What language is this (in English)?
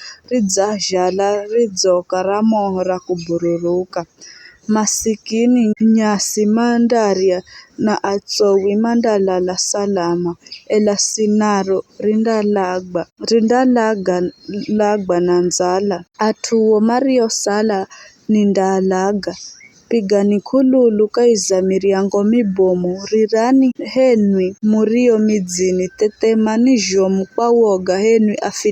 Giryama